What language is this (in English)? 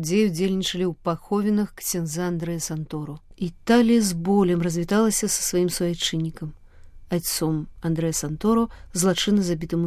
Belarusian